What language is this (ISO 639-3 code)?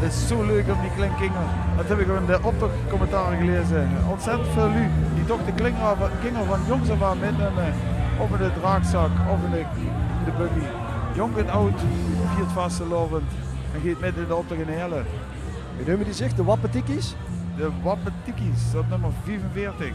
lim